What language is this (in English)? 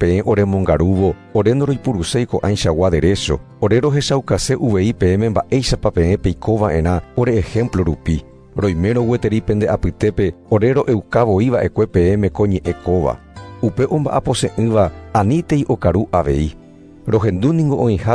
Guarani